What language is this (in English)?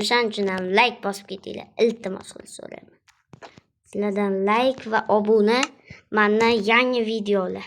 Uzbek